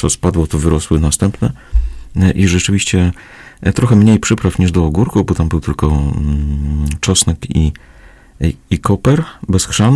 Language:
Polish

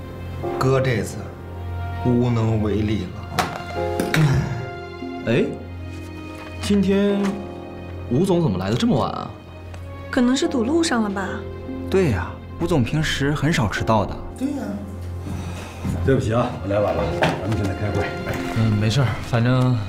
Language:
Chinese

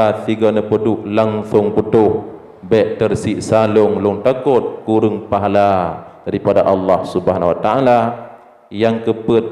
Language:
Achinese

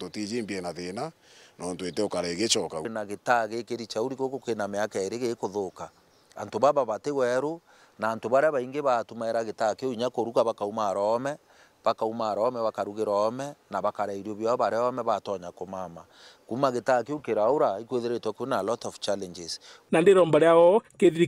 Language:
Meru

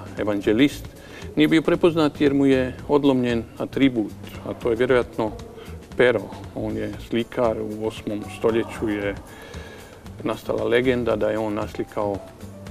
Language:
Croatian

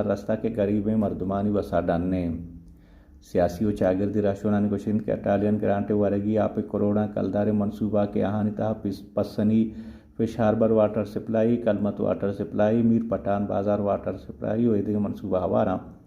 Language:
Baluchi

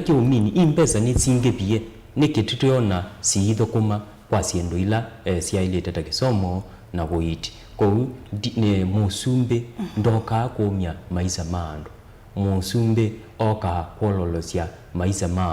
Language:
Kamba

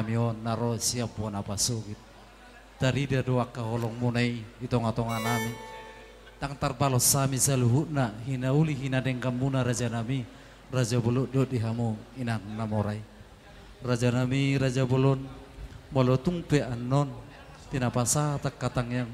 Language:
Batak Toba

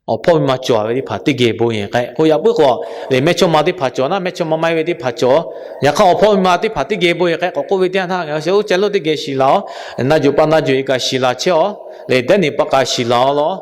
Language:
Lahu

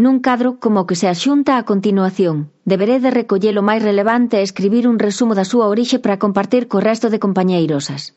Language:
Galician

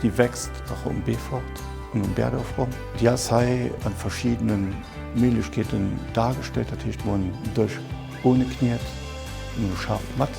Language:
Luxembourgish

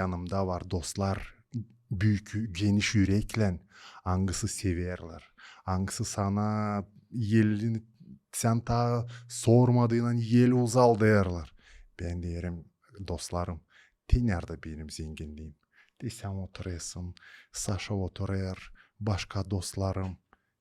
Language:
Gagauz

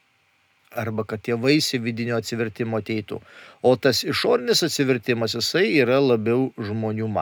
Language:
Lithuanian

